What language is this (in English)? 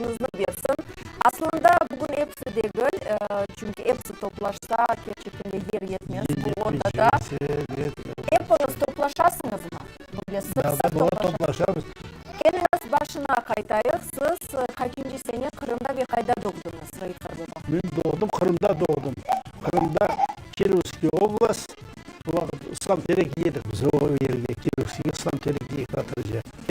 Crimean Tatar